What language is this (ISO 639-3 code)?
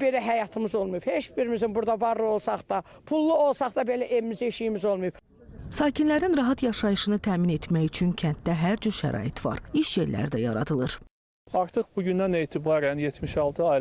aze